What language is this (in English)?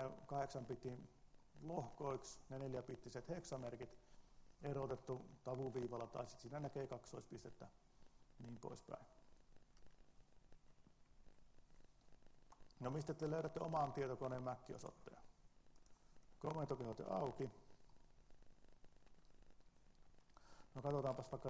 Finnish